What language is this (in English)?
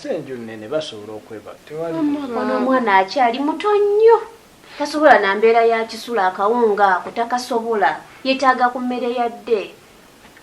Ganda